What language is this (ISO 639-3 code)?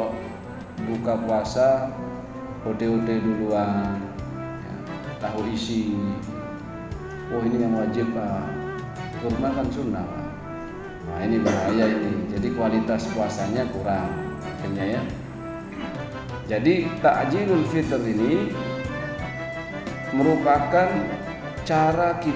ind